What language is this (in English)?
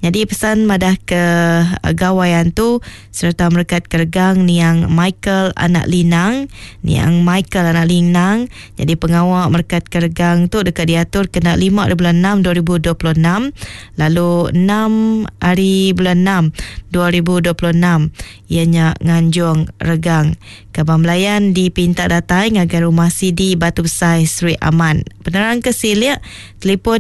Iban